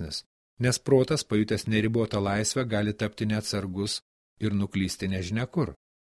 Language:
Lithuanian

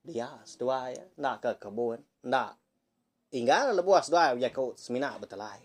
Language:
Iban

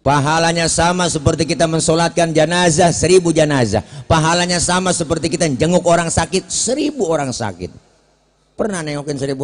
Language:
Betawi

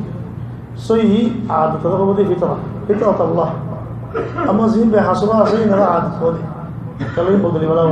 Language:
Rohingya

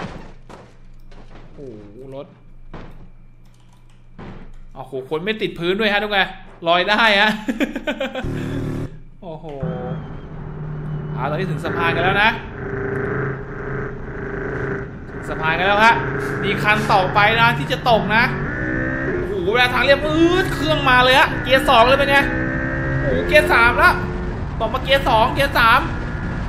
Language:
Thai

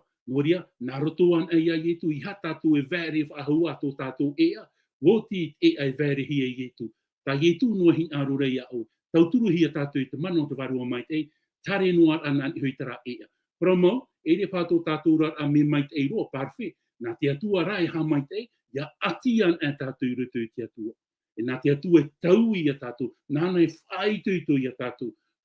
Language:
Tahitian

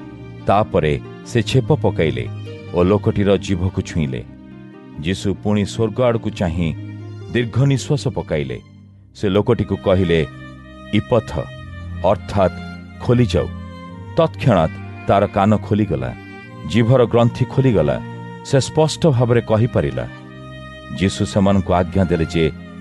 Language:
Odia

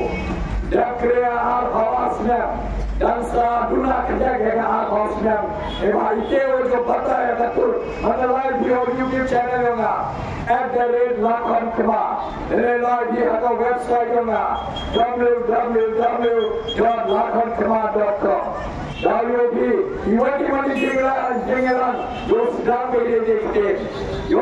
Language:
Khasi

